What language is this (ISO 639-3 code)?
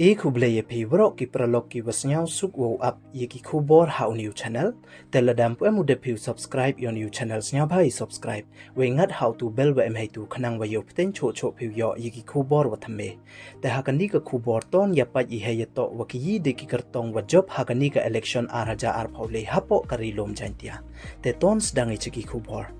pbv